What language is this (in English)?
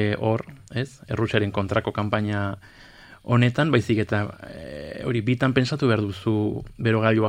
Basque